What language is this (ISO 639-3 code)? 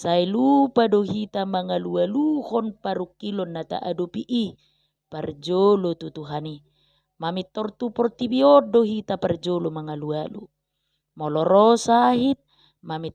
bbc